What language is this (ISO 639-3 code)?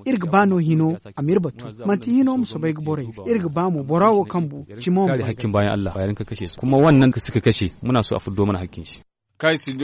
dje